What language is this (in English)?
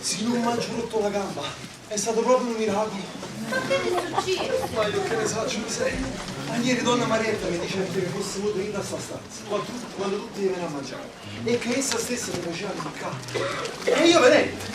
Neapolitan